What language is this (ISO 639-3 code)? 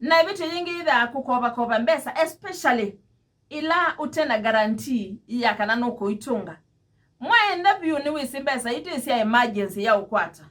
kam